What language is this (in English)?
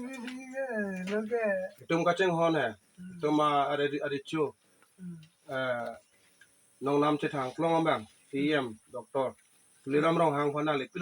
Karbi